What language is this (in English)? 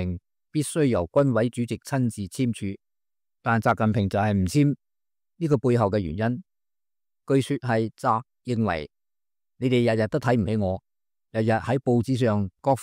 Cantonese